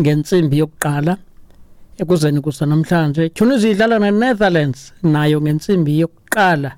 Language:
Xhosa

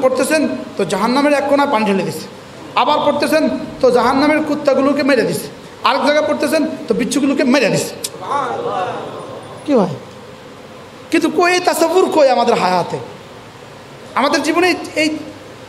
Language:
Bangla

